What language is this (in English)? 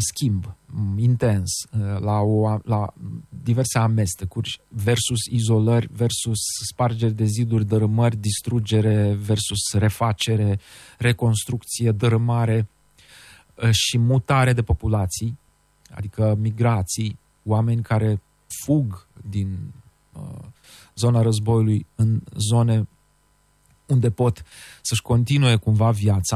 Romanian